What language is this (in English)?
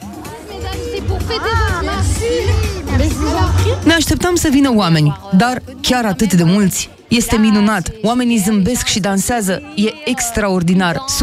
Romanian